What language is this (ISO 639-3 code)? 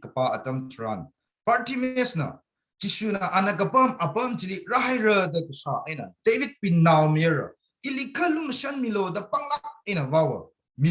nmf